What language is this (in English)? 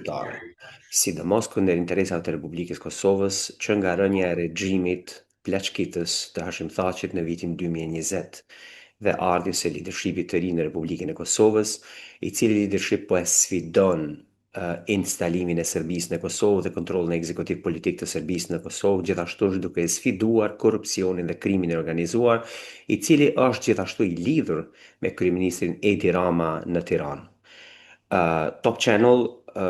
Albanian